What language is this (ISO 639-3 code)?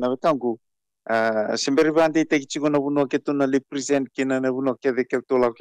fij